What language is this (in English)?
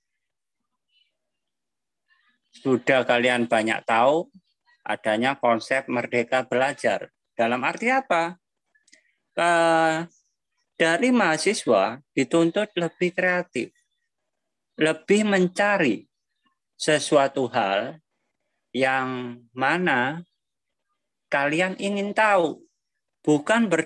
Indonesian